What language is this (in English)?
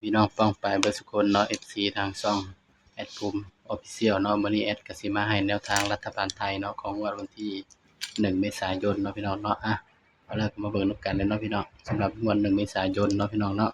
Northeastern Thai